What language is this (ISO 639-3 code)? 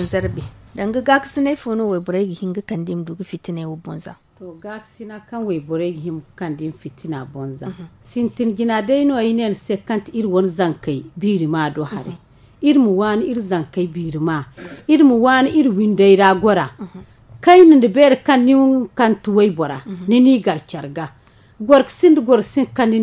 dje